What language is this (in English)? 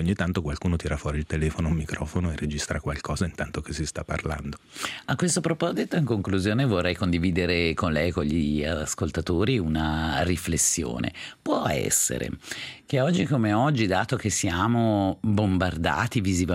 Italian